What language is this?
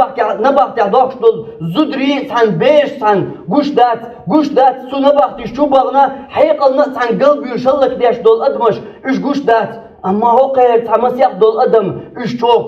Chechen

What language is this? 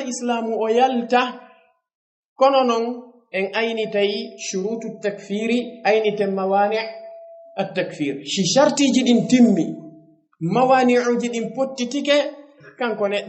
Fula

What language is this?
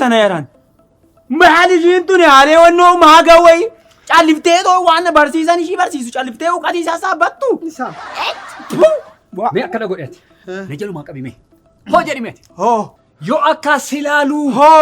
Oromo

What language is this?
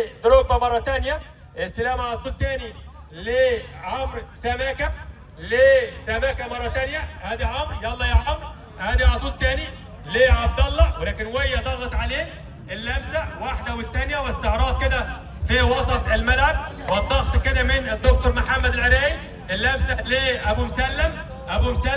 Egyptian Arabic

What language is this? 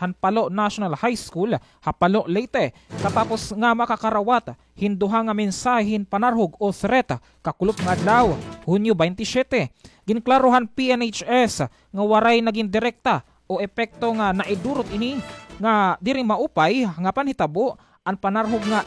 Waray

